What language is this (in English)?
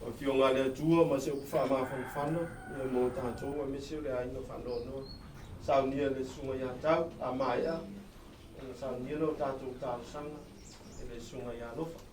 Samoan